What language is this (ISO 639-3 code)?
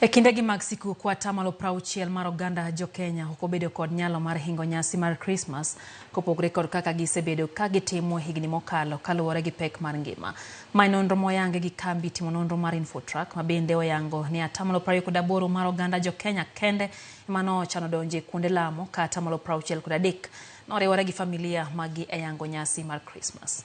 luo